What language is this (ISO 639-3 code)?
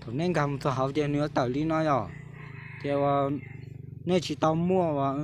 hmn